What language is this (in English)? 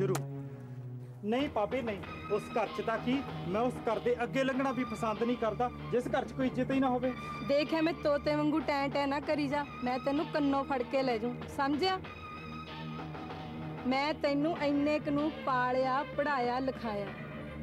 Punjabi